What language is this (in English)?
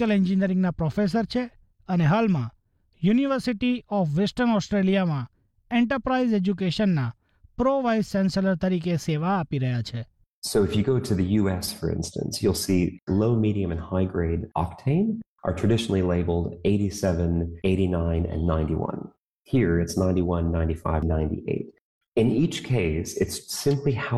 Gujarati